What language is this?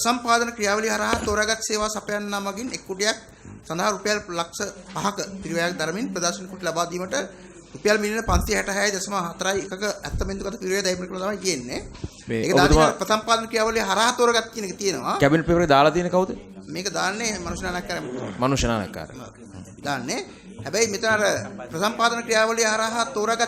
Sinhala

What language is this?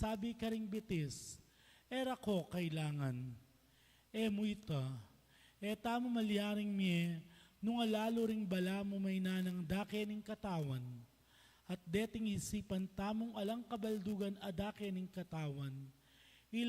Pampanga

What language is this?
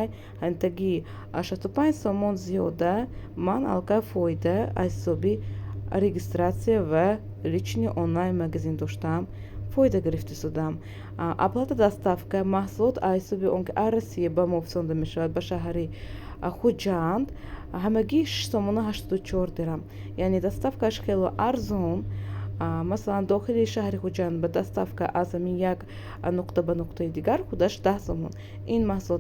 Tajik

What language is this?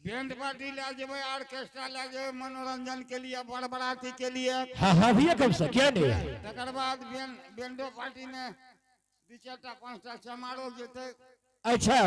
Angika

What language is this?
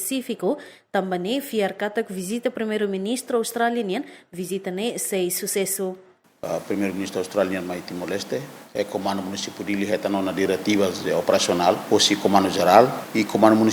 Tetum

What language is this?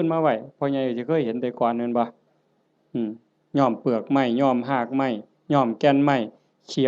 Northeastern Thai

